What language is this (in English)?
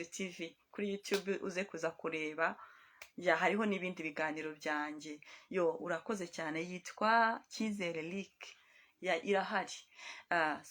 Kinyarwanda